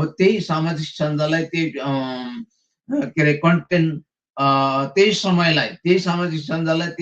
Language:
Nepali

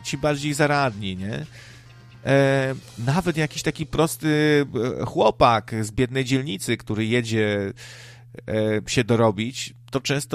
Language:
Polish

